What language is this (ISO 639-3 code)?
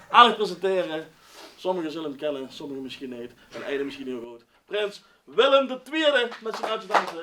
lim